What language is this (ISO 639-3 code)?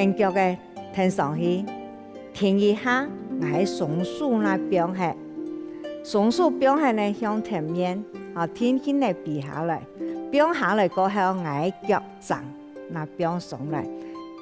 hak